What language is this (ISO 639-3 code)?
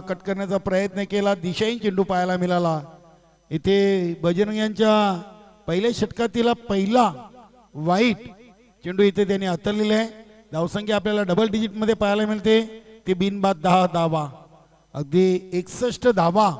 mar